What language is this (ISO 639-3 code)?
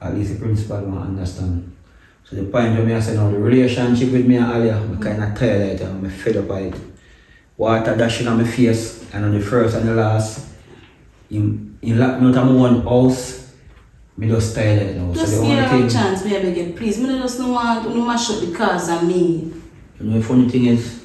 jam